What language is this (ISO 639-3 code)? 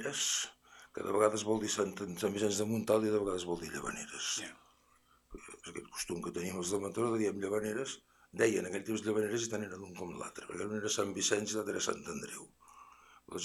cat